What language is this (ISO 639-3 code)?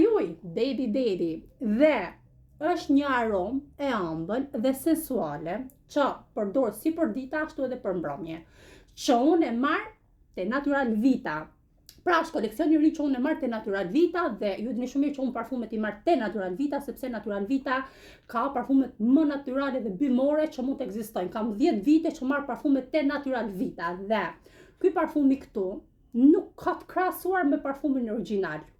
sqi